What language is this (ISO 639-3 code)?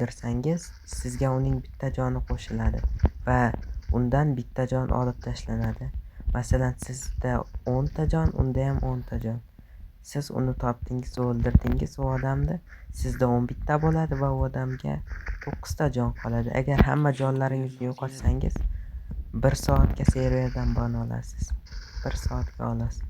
uzb